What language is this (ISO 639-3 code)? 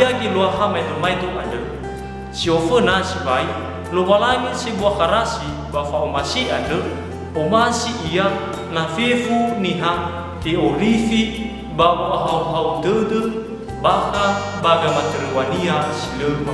nia